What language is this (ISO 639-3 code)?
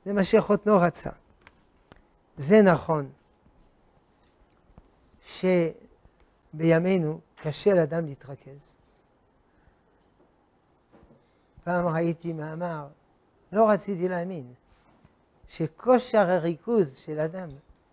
heb